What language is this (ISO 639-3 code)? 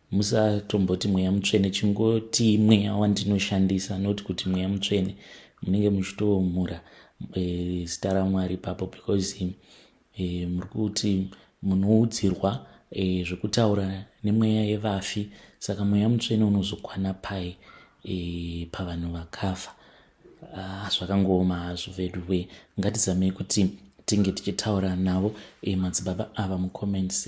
sna